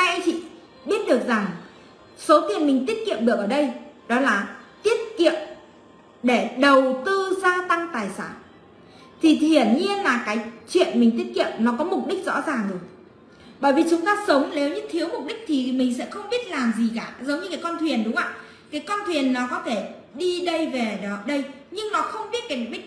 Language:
Vietnamese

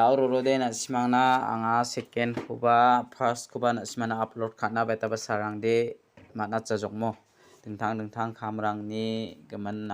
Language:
Garo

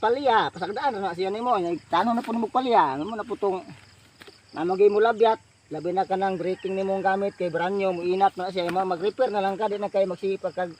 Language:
Cebuano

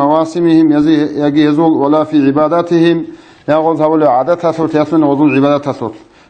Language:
Avaric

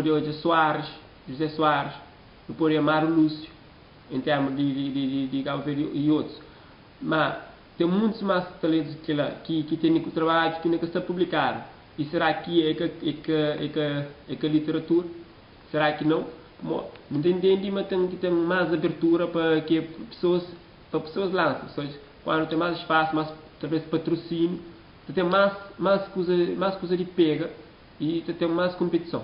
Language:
Kabuverdianu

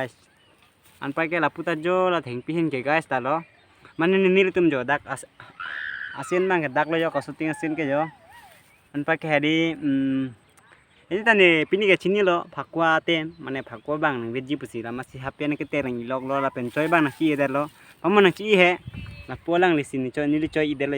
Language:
Karbi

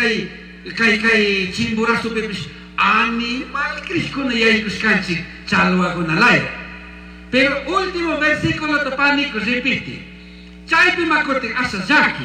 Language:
Chimborazo Highland Quichua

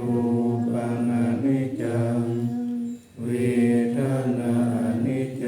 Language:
Pali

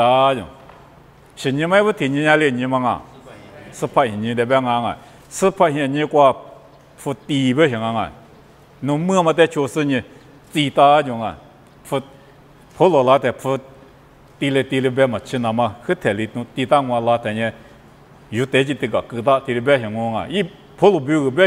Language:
Lisu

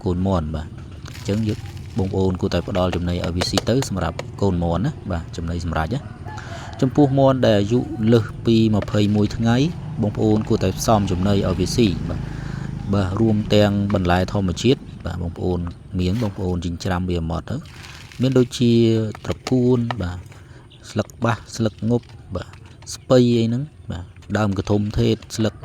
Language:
Khmer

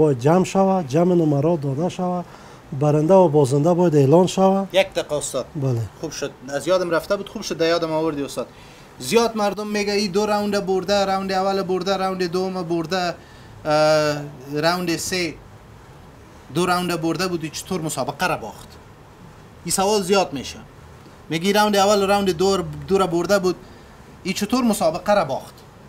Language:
Persian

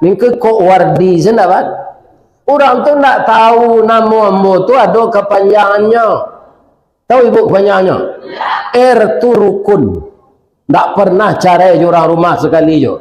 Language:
Minangkabau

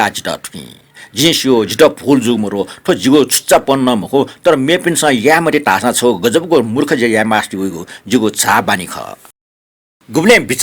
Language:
Newari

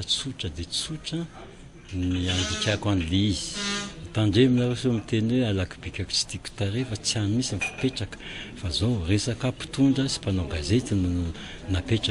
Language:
Malagasy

